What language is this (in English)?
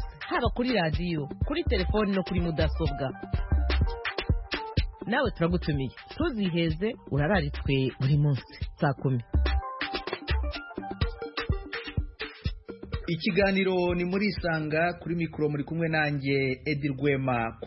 Kinyarwanda